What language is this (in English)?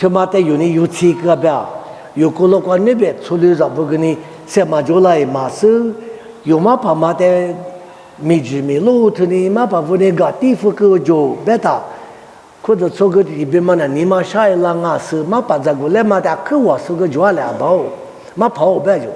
Lisu